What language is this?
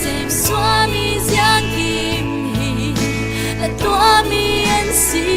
Falam Chin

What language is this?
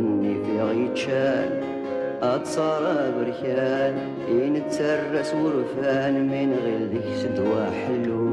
Kabyle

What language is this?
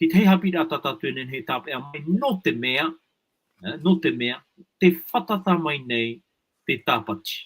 Tahitian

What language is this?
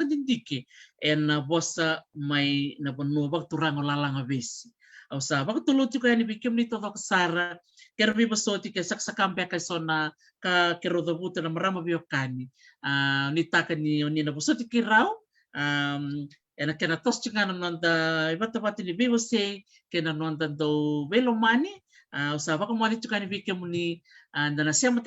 Fijian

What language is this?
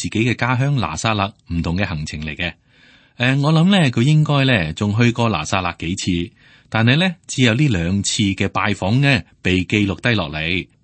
Cantonese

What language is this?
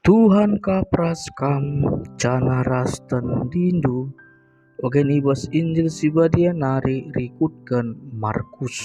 Batak Karo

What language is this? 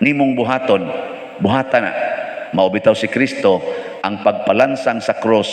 Cebuano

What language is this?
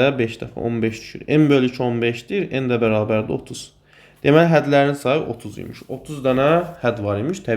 Azerbaijani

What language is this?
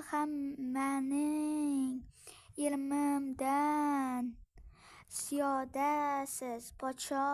Uzbek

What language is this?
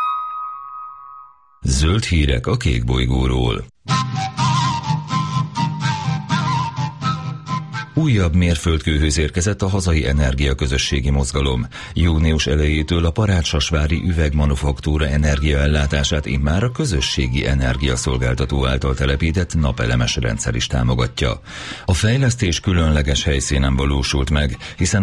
Hungarian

